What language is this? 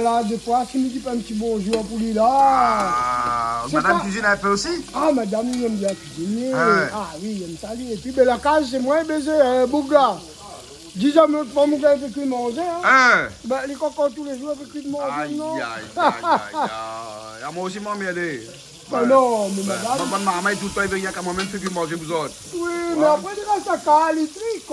Réunion Creole French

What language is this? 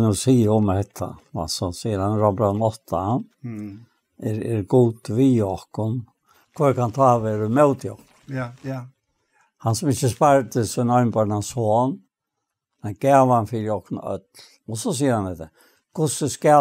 Faroese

